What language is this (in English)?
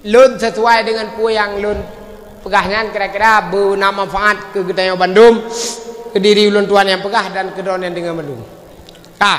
Achinese